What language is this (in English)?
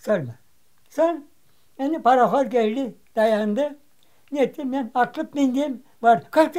Crimean Tatar